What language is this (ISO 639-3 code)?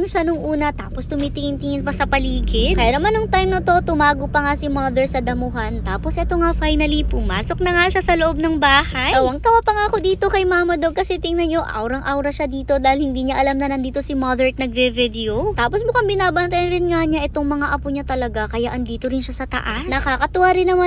fil